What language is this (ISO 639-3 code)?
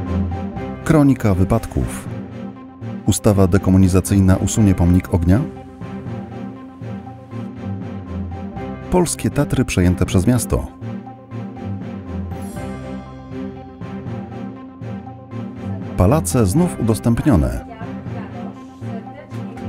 pol